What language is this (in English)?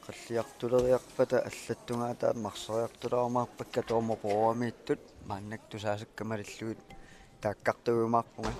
Kalaallisut